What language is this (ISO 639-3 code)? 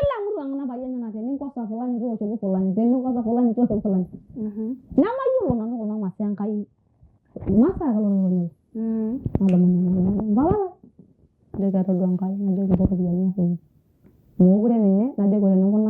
mas